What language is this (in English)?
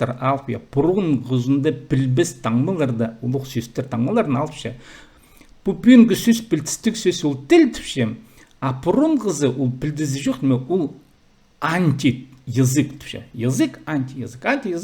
Khakas